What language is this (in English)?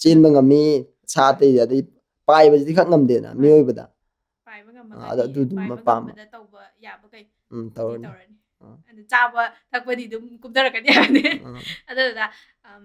Manipuri